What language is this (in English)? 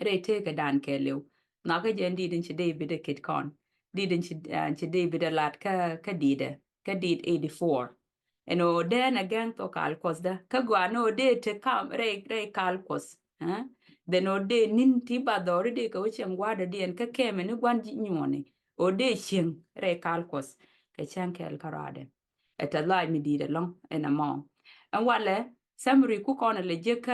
Nuer